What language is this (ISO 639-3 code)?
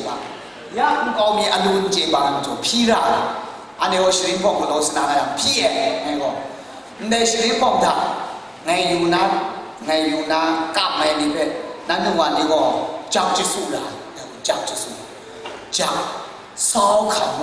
kac